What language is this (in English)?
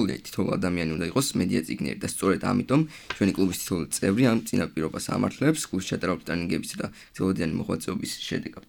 Georgian